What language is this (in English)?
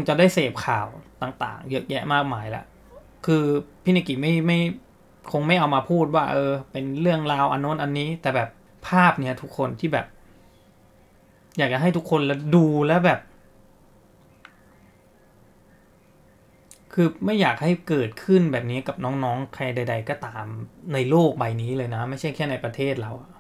Thai